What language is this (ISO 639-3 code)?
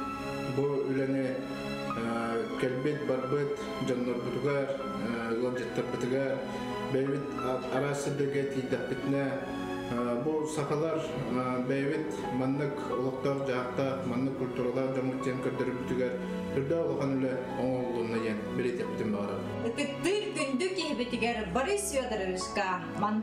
sah